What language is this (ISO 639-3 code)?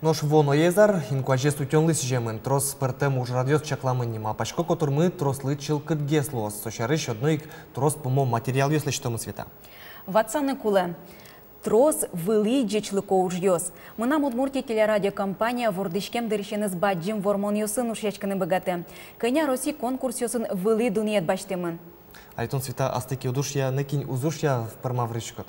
udm